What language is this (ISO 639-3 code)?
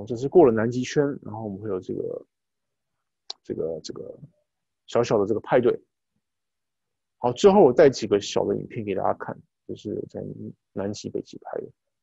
zho